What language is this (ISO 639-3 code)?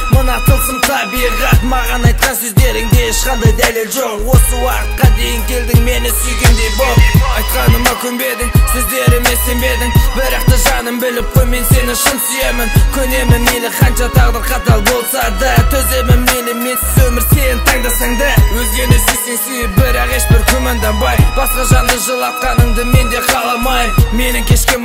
kaz